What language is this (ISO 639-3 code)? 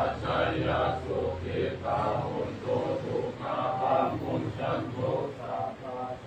pli